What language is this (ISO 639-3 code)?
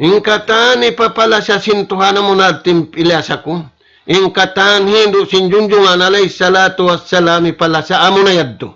tsg